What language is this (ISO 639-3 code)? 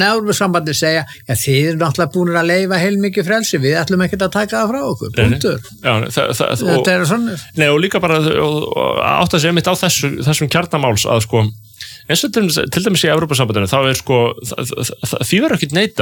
isl